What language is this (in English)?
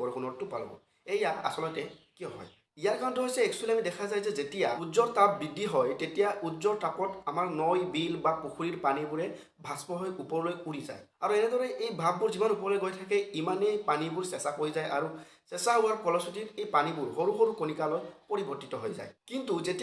Assamese